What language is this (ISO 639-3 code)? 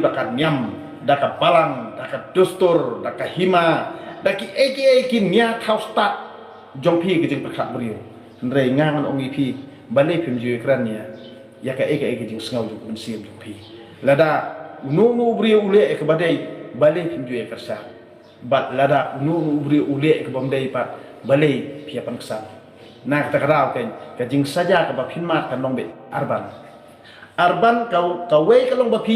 kha